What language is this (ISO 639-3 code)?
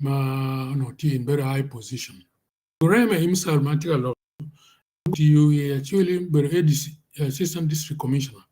ach